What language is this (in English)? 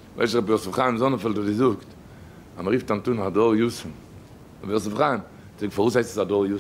Yiddish